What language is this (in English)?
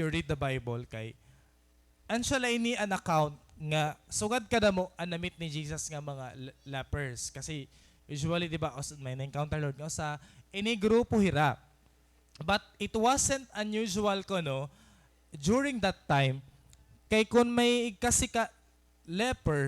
Waray